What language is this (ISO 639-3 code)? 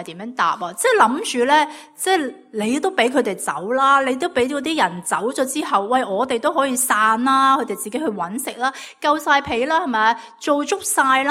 yue